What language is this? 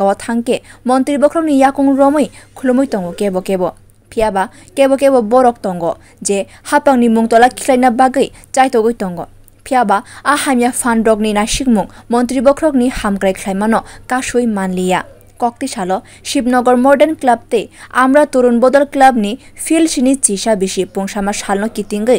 Kok Borok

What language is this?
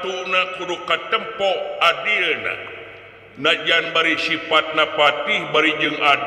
Sundanese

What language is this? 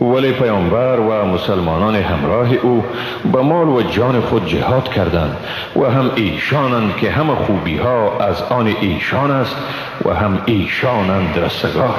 Persian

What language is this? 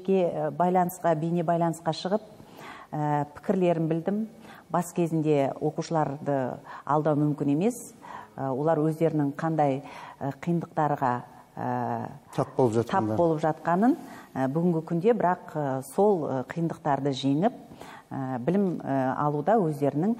Kazakh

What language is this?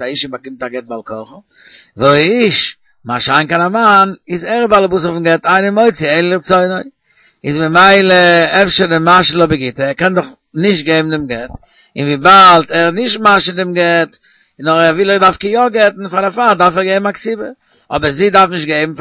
Yiddish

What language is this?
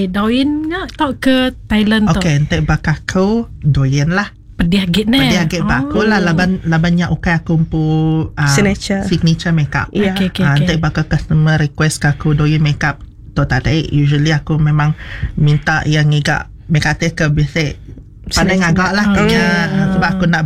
Iban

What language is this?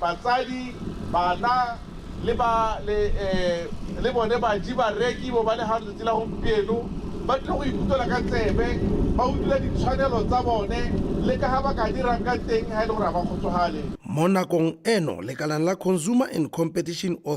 Tswana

